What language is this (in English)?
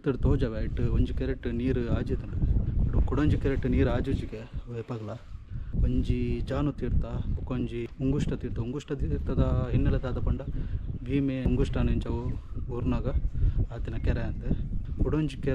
Tulu